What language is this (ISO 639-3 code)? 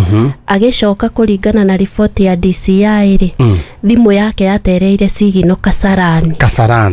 kik